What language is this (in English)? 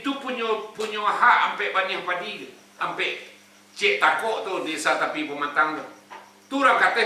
Minangkabau